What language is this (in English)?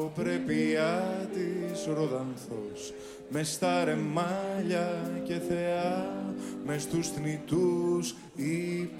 Greek